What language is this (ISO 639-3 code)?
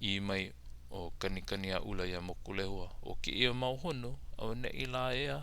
haw